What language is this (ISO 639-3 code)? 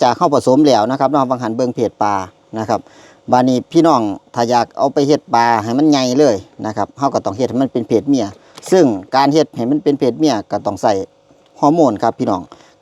lao